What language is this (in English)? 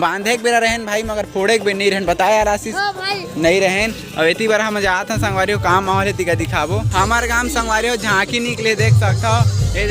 Chhattisgarhi